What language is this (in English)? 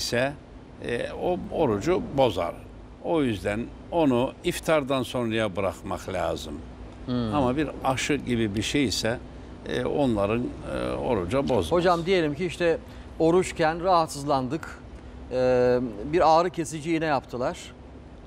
Turkish